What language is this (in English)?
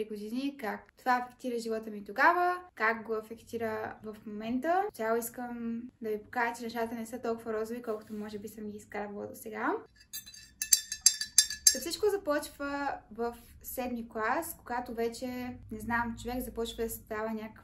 Bulgarian